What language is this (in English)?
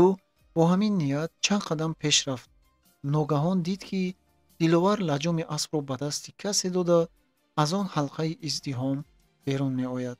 Tajik